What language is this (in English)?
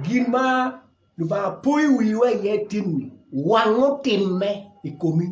Acoli